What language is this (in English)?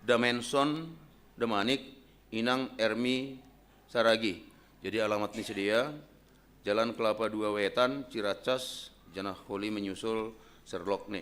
Batak Simalungun